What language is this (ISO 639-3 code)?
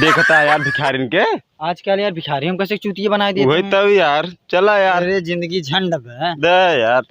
awa